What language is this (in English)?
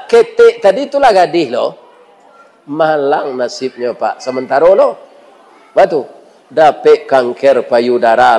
Minangkabau